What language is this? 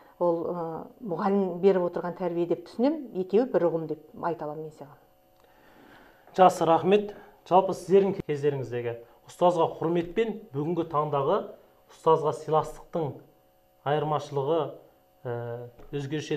Kazakh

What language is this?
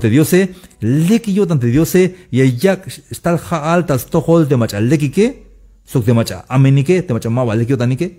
Tzeltal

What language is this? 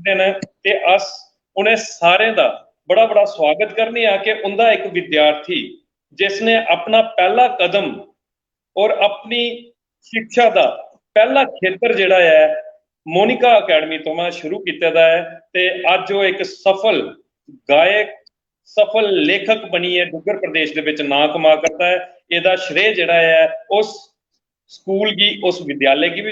Dogri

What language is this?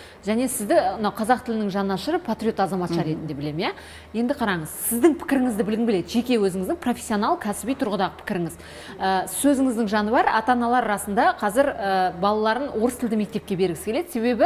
Kazakh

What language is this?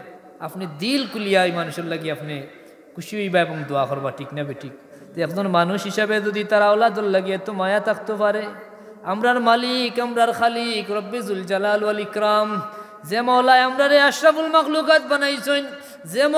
Sylheti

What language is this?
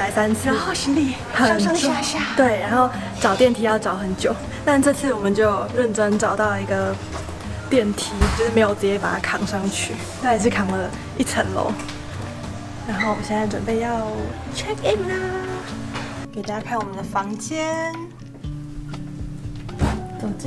Chinese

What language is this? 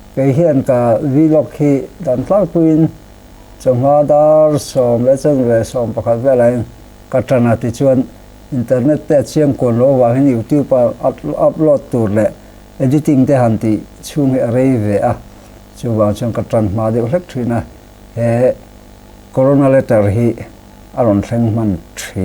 Mizo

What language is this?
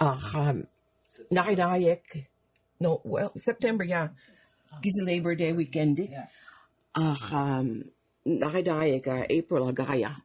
Mi'kmaw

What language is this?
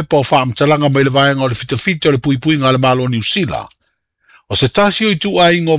Samoan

